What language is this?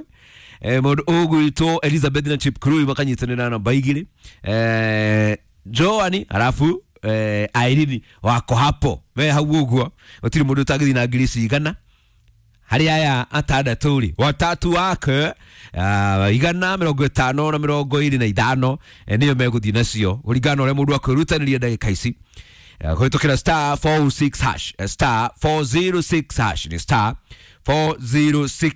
Kikuyu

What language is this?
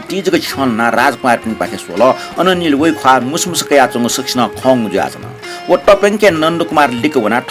Newari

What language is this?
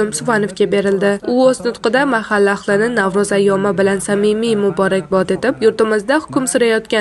Uzbek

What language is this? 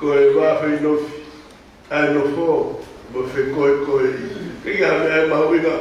Tongan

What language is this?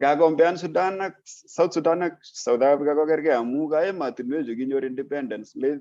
Kalenjin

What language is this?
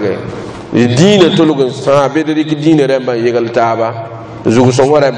Mossi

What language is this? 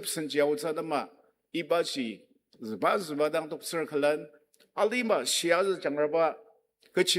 Ao Naga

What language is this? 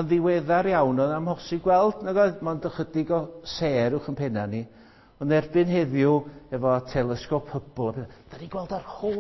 Welsh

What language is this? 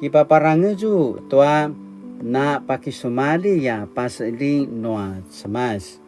Paiwan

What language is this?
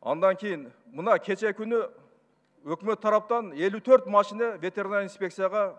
Kyrgyz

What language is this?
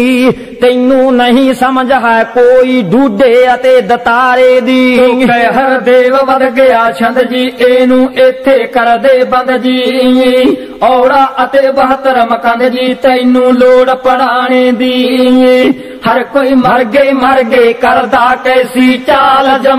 Punjabi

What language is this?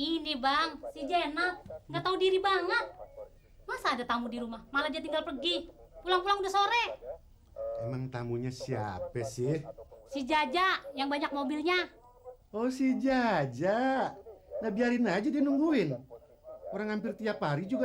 Betawi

